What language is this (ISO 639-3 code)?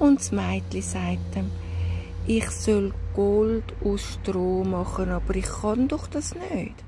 gsw